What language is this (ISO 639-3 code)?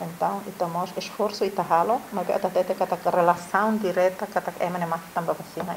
tet